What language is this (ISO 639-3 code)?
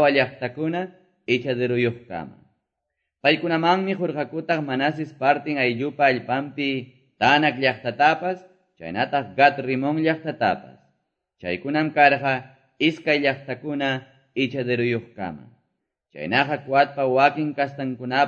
que